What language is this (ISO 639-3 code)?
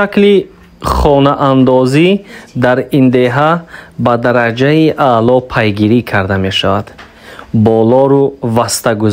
tgk